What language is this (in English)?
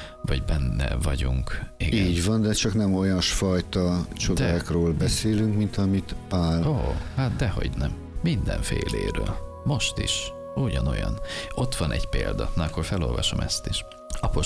Hungarian